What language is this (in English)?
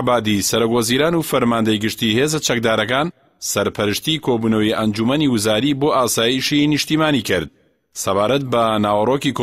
Central Kurdish